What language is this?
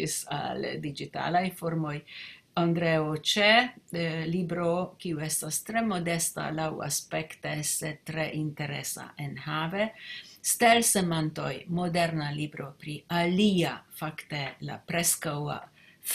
Esperanto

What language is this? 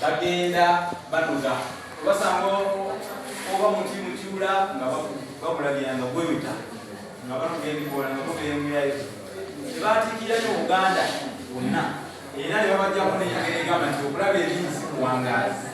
Ganda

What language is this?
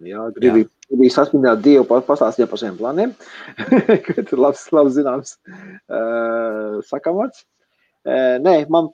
Latvian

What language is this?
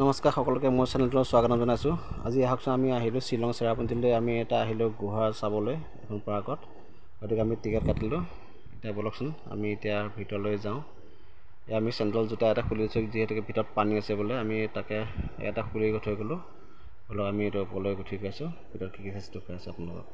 Assamese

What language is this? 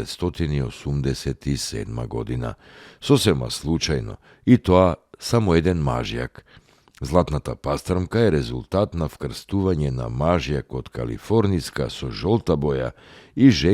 Macedonian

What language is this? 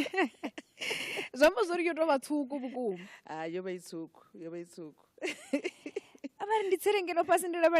Venda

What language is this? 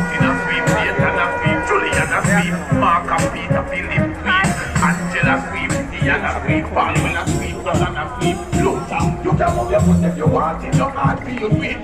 Jamaican Creole English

